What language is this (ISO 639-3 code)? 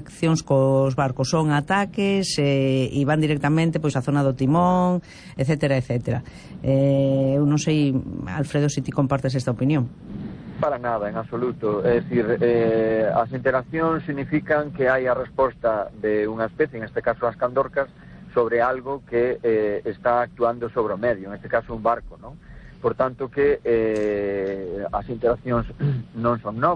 glg